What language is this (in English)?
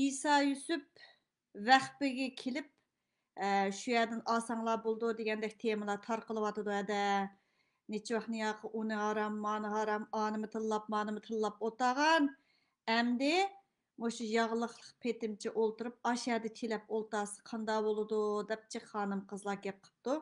Uyghur